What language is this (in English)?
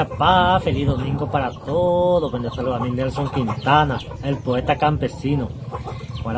Guarani